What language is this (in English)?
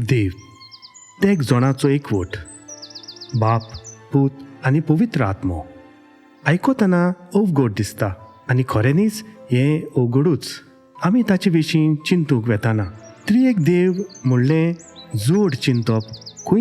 Konkani